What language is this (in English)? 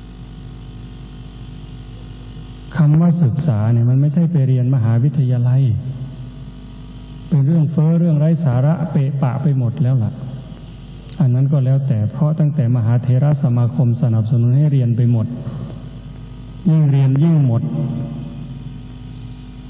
Thai